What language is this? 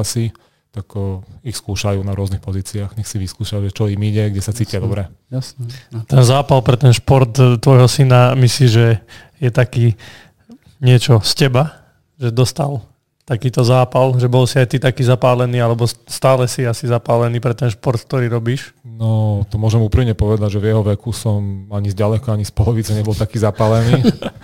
Slovak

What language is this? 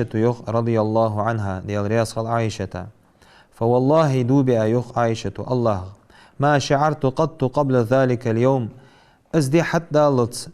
Ingush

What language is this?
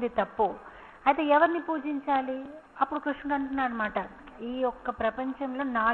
Telugu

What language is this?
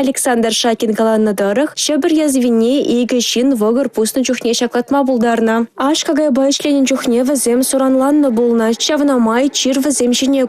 Chuvash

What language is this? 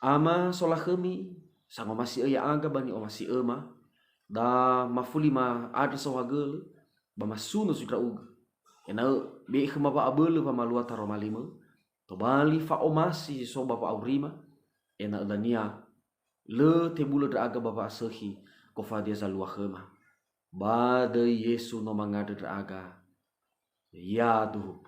Nias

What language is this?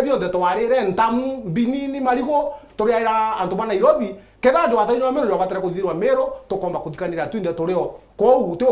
Meru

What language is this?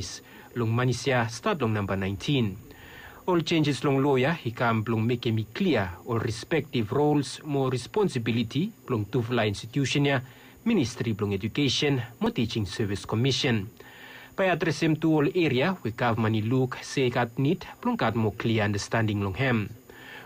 Bislama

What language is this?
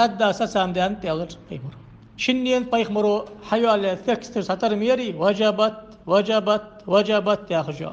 Ingush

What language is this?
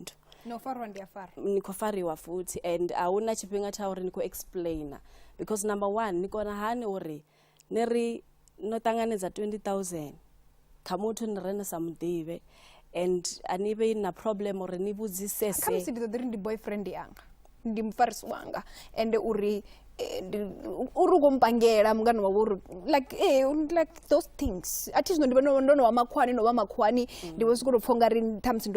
Venda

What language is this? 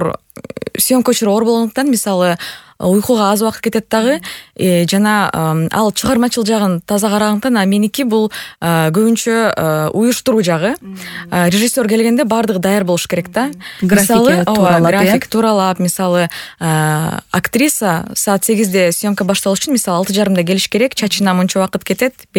Kyrgyz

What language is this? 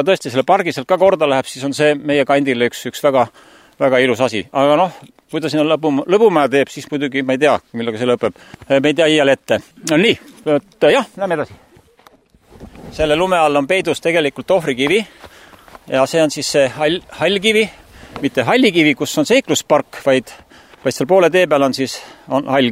Estonian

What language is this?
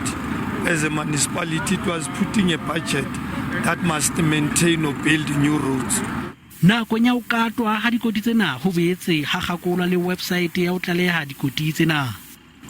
Southern Sotho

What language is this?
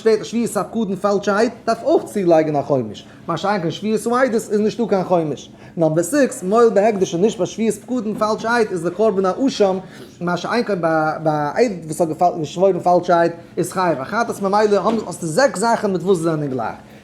Yiddish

